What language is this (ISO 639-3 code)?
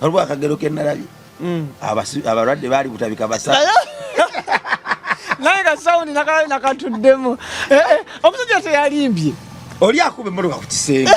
lug